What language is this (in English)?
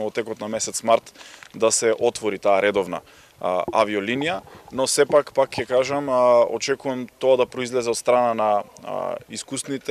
Macedonian